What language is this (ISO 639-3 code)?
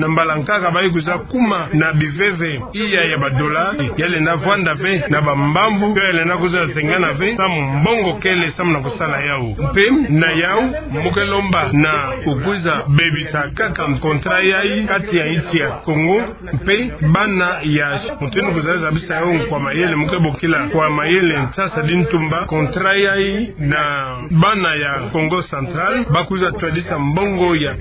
ktu